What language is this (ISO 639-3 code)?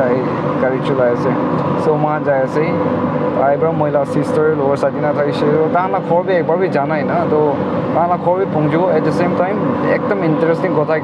nag